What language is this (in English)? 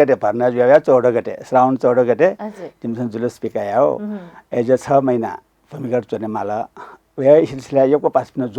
Newari